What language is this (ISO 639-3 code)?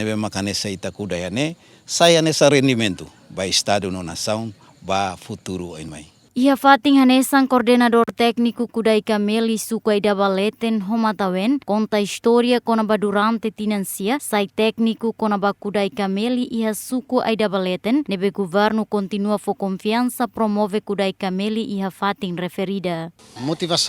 tet